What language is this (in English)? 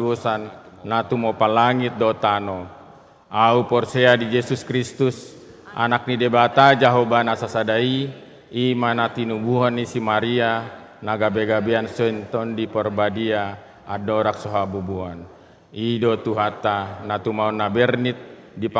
Batak Toba